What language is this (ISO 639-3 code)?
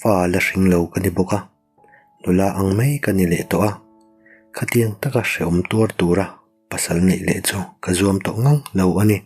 lus